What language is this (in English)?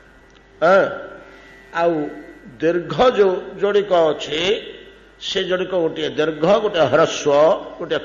Odia